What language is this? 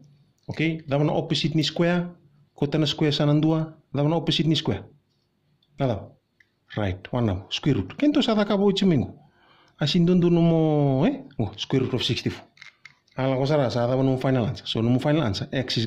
Fijian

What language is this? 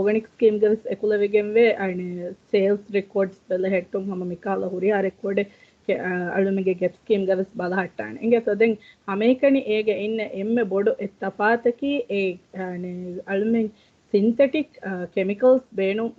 Divehi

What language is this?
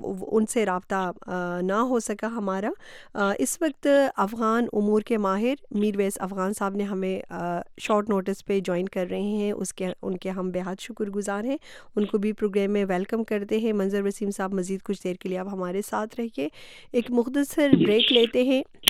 Urdu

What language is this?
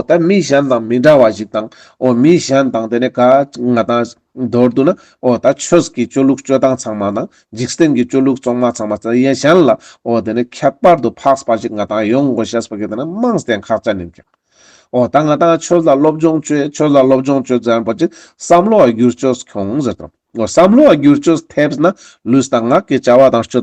Ladakhi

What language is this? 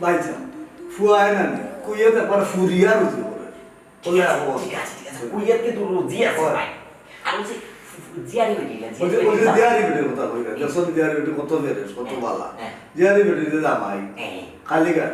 Sylheti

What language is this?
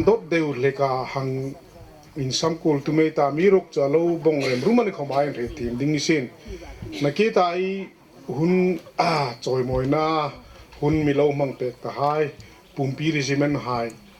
Hmar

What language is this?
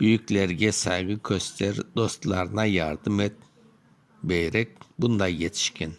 Crimean Tatar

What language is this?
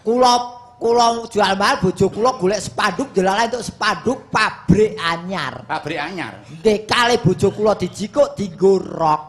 Javanese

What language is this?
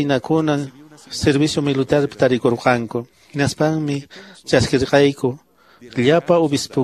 Quechua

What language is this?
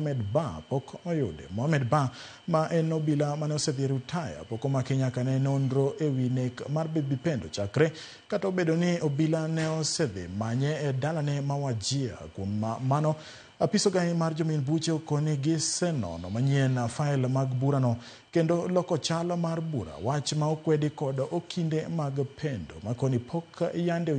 Luo (Kenya and Tanzania)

